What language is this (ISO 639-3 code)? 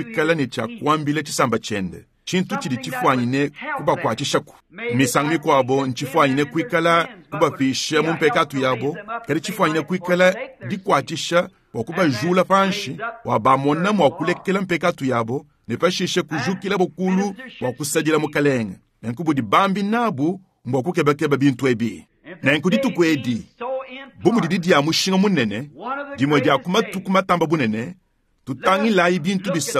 lua